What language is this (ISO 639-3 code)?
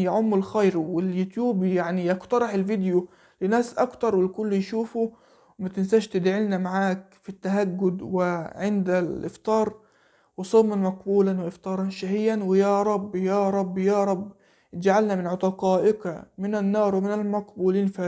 arz